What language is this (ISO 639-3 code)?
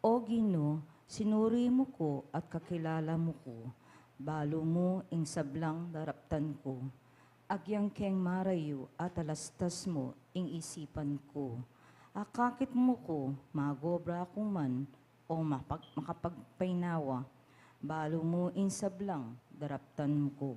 pam